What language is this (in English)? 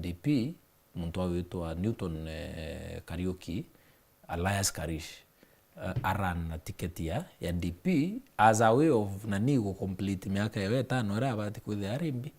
Meru